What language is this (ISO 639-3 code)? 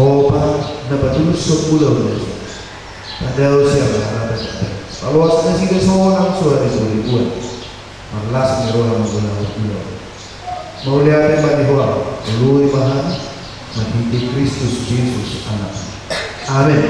bbc